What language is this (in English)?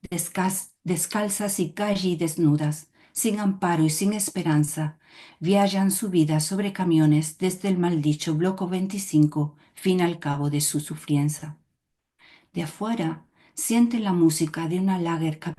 Ladino